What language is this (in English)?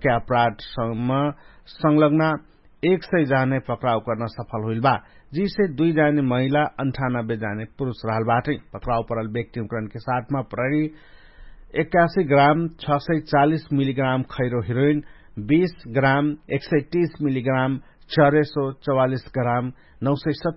Dangaura Tharu